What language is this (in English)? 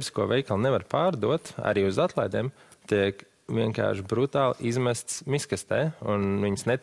Latvian